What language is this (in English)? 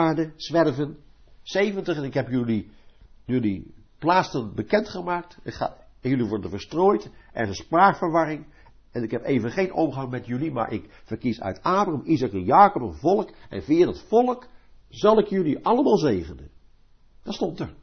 Dutch